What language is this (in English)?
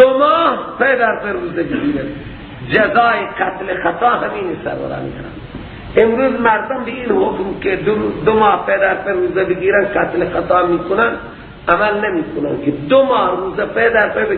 Persian